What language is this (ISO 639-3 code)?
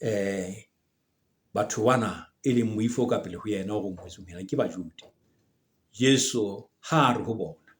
sot